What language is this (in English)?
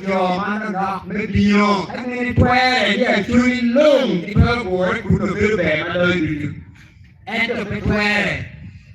Acoli